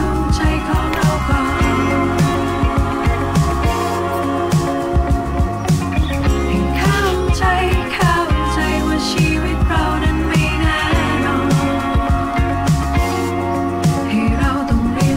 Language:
Thai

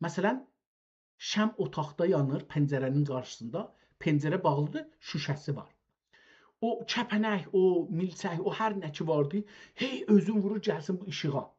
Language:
South Azerbaijani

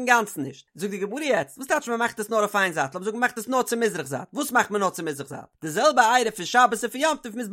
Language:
Yiddish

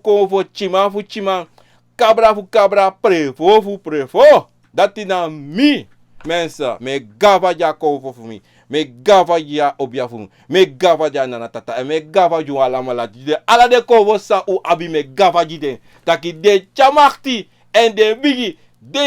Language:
Sranan Tongo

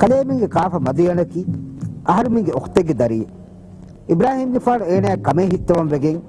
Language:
Divehi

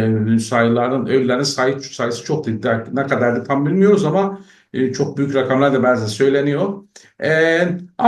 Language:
South Azerbaijani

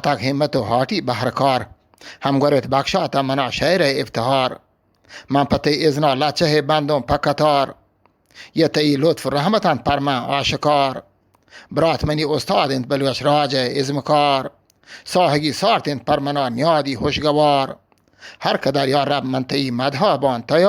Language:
Eastern Balochi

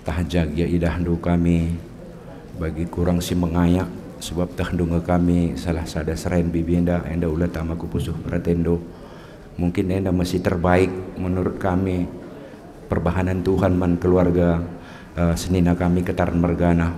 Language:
Batak Karo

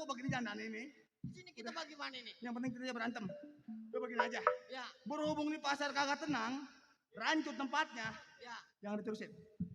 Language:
Betawi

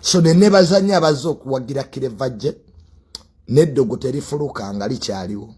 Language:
Ganda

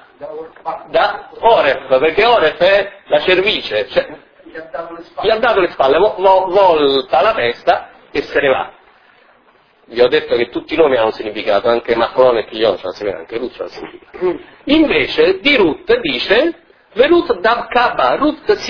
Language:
Italian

